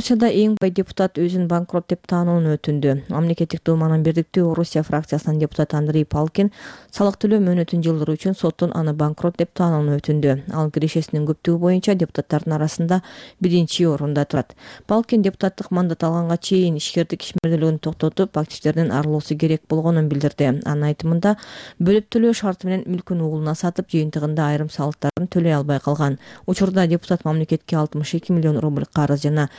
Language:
Kyrgyz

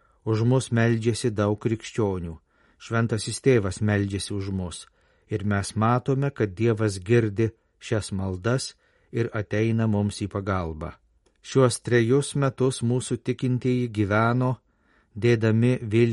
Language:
Lithuanian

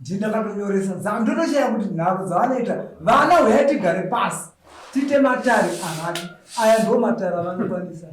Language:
Shona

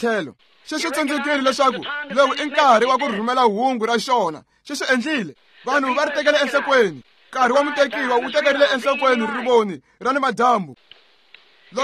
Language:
Tsonga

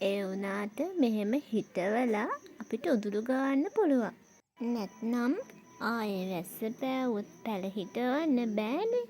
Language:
Sinhala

